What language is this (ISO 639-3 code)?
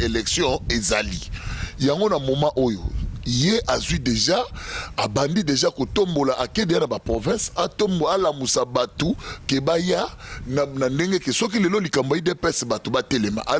lin